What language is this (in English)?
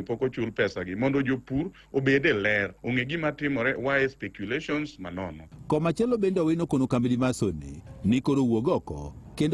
Luo (Kenya and Tanzania)